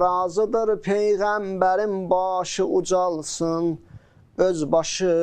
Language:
Azerbaijani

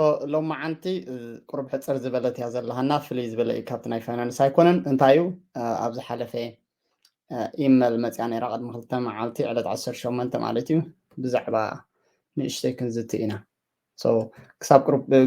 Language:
Tigrinya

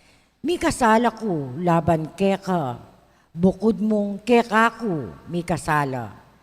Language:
Pampanga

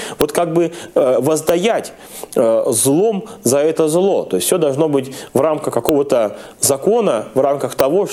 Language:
Russian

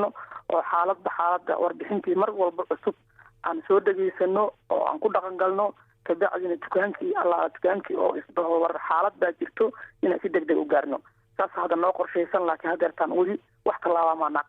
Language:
Somali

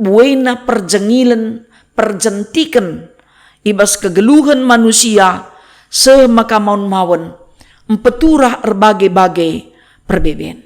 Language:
Batak Karo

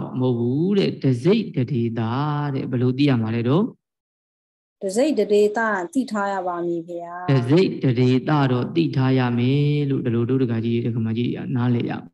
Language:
Burmese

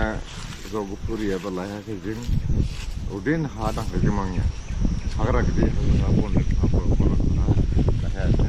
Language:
Dimasa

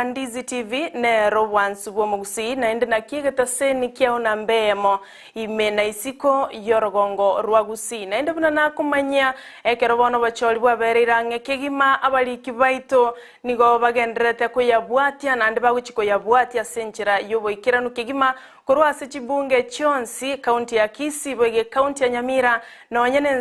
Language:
Gusii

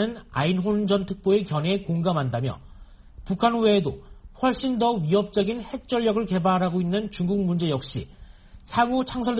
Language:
Korean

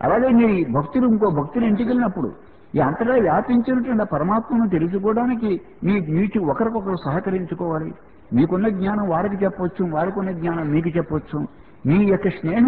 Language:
Telugu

